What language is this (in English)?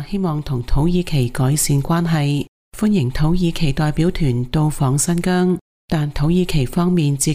Cantonese